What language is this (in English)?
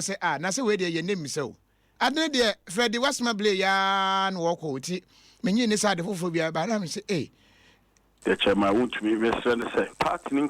Akan